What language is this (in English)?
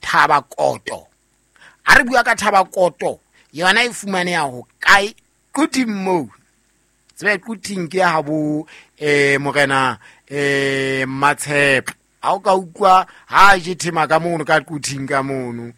Southern Sotho